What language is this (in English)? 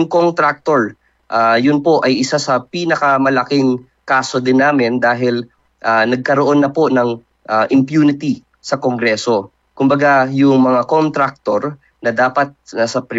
Filipino